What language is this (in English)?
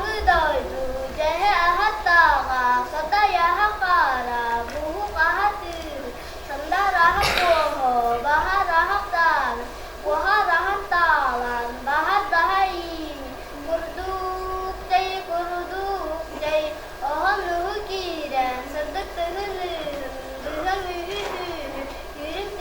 Yakut